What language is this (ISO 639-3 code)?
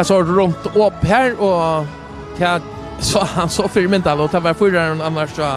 fao